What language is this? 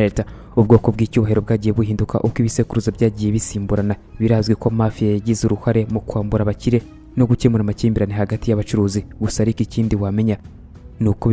Kinyarwanda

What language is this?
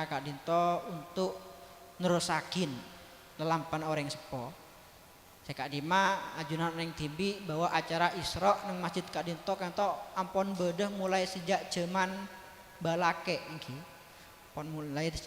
Madurese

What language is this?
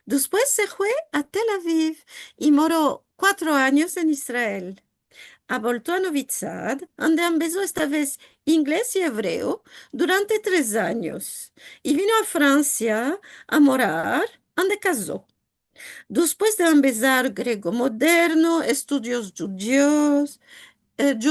Ladino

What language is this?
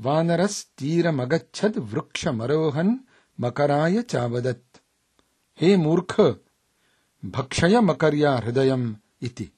Sanskrit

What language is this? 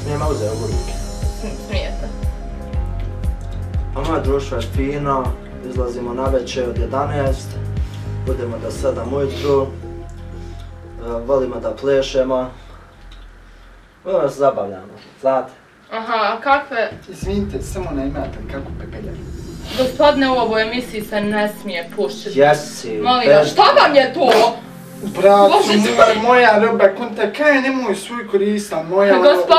Bosnian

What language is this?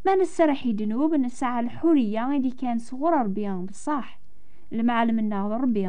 Kabyle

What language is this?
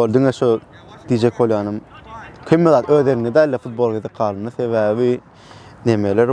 Turkmen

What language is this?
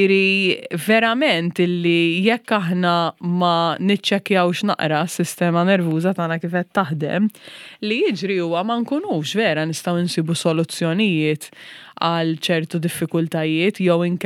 Maltese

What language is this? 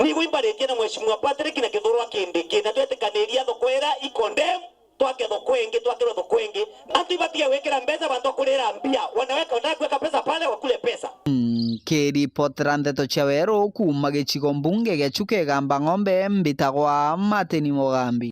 Meru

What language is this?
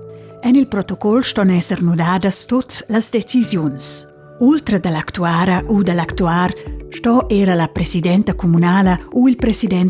Romansh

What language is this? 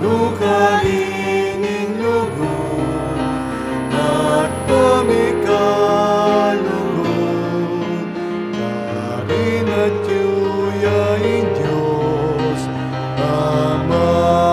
Pampanga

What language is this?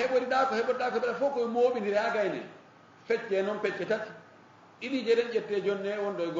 Fula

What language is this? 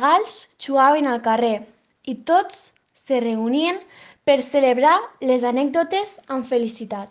Catalan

